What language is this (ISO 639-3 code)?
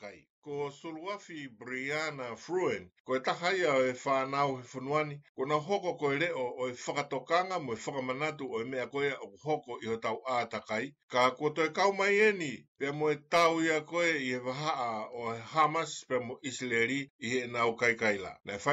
ton